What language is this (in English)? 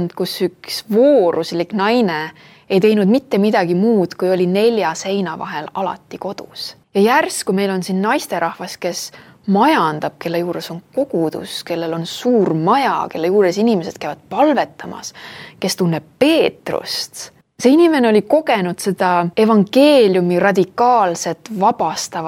Estonian